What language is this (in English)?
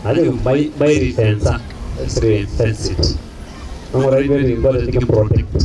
Masai